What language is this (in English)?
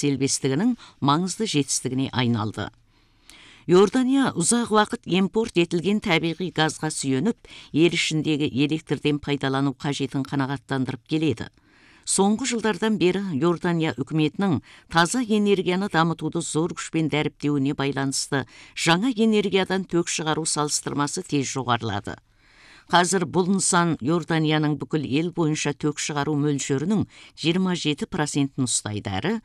Kazakh